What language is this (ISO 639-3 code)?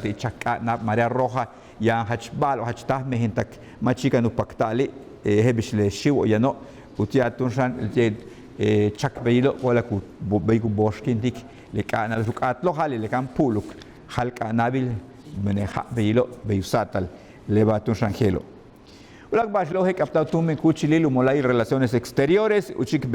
yua